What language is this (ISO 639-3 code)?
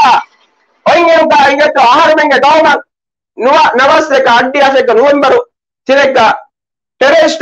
div